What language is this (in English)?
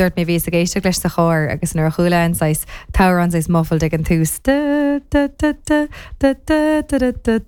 Irish